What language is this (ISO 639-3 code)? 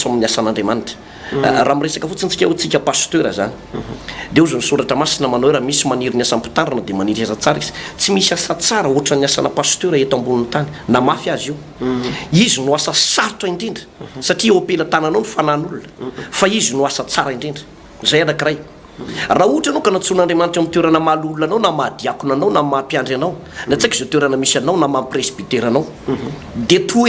mlg